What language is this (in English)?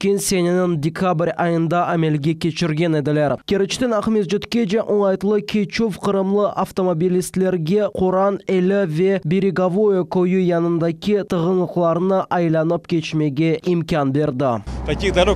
Crimean Tatar